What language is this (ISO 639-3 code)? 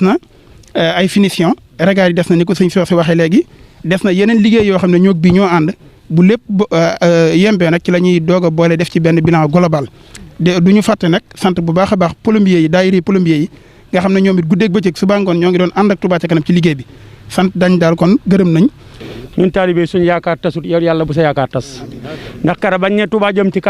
wol